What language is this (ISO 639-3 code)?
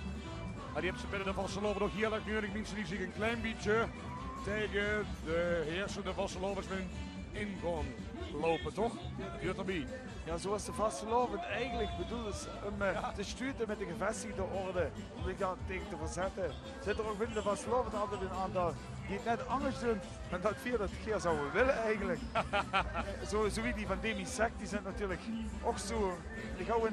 lim